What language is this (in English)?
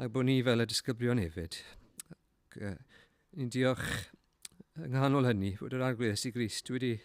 Welsh